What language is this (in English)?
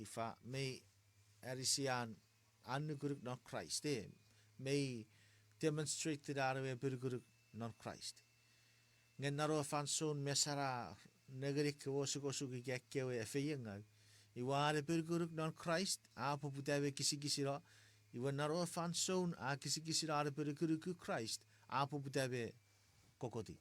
Chuukese